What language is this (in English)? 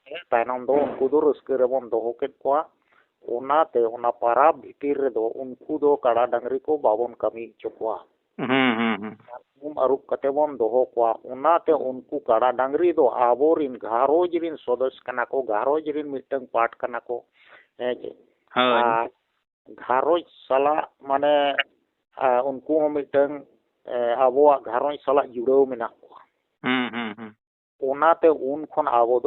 Santali